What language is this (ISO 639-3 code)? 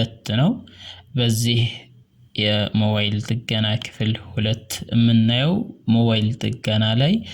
amh